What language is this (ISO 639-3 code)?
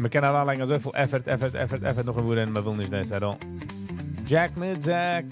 yid